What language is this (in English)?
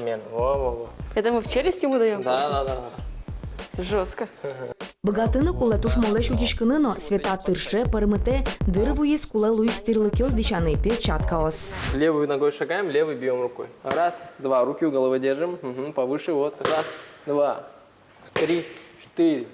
Udmurt